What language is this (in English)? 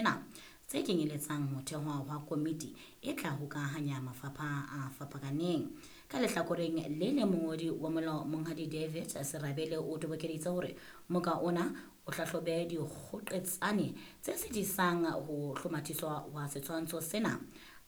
Southern Sotho